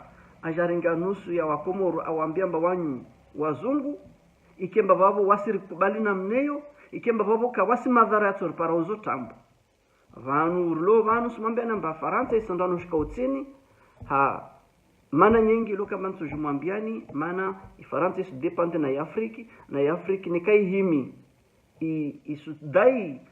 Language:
Ngazidja Comorian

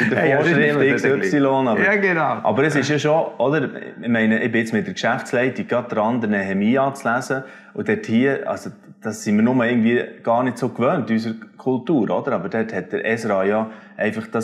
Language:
Swiss German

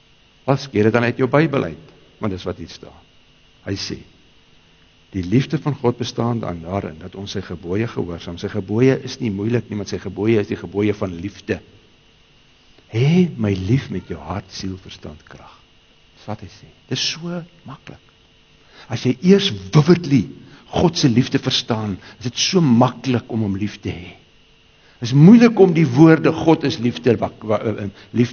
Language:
Afrikaans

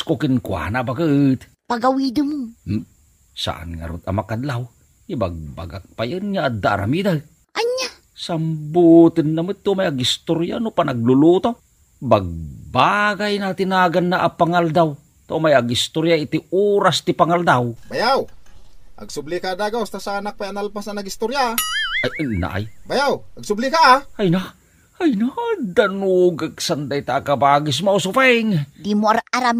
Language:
Iloko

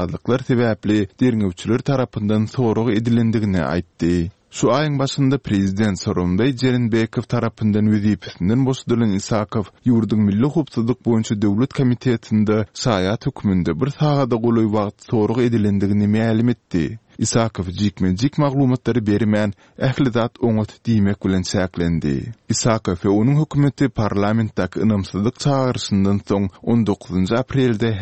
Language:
Kyrgyz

